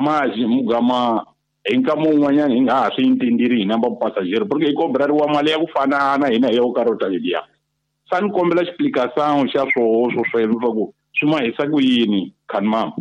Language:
Tsonga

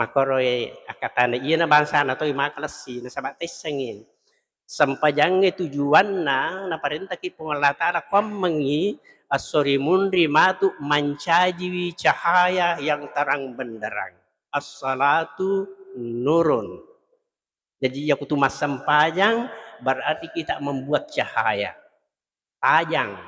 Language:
Buginese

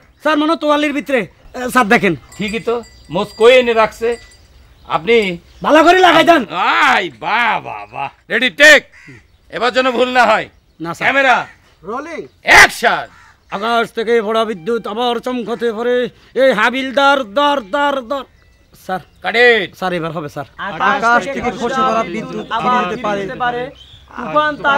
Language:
Bangla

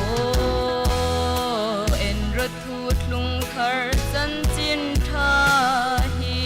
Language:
Hmar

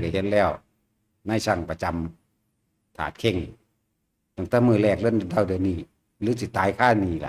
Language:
Northeastern Thai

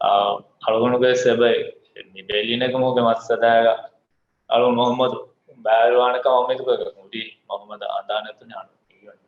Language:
Divehi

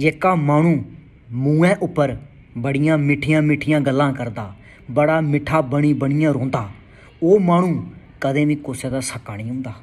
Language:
Dogri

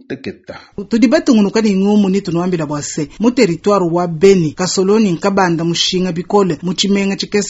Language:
Luba-Lulua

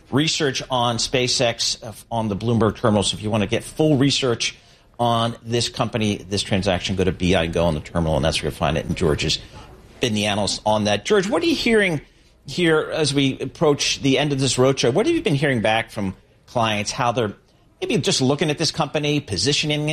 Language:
English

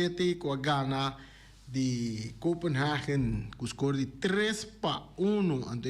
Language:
Papiamento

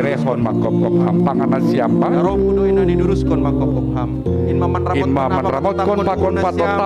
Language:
Batak Simalungun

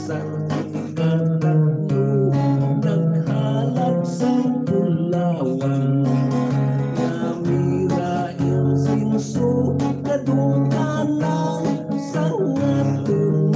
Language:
Hiligaynon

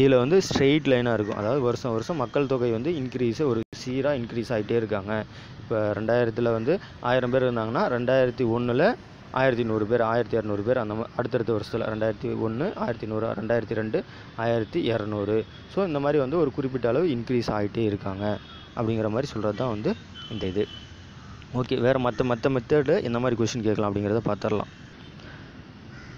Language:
Tamil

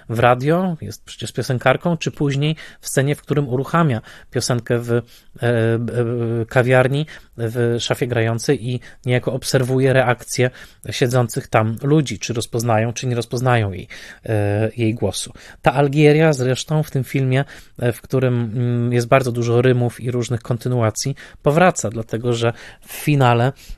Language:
Polish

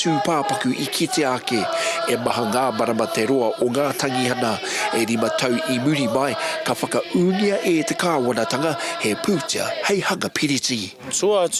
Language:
Māori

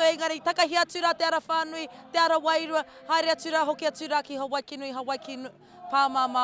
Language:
Māori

